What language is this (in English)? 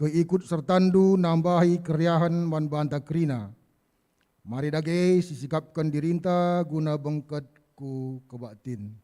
Batak Karo